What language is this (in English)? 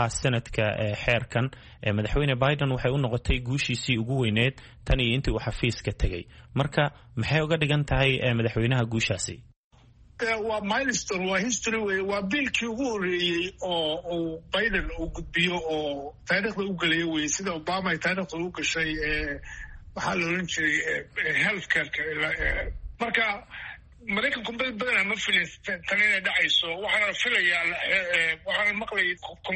Somali